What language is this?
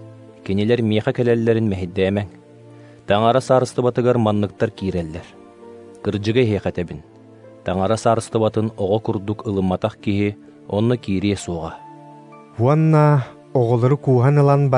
Yakut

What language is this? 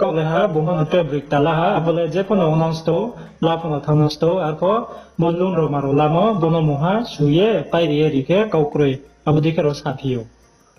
Riang (India)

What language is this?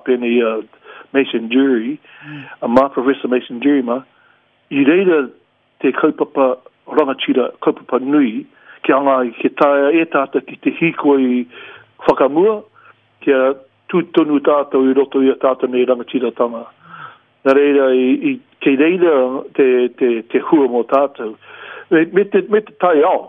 Māori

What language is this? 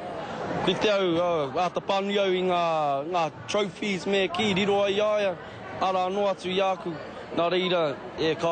Māori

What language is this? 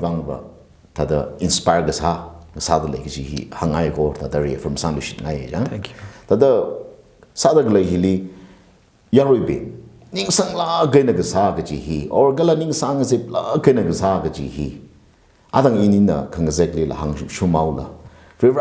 Tangkhul Naga (India)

